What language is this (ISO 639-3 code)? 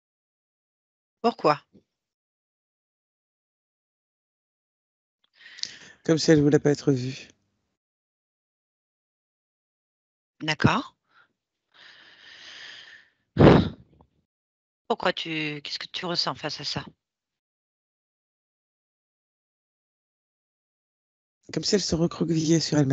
fra